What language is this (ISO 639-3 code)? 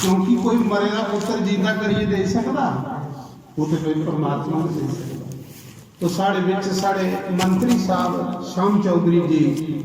doi